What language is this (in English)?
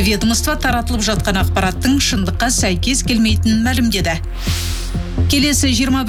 Kazakh